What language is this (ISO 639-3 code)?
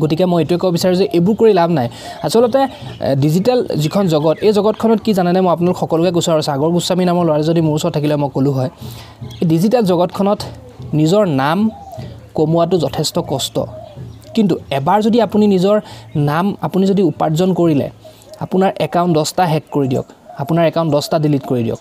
asm